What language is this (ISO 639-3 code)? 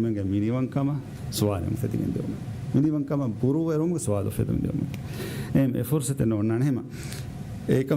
div